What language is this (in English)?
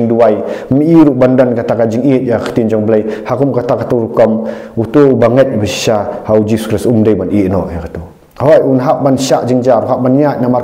Khasi